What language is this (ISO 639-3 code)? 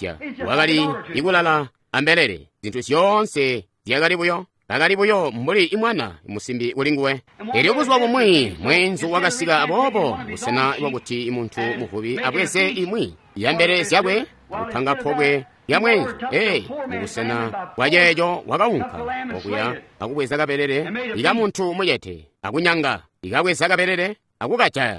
toi